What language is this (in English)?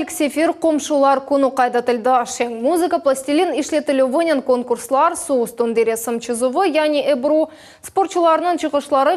Crimean Tatar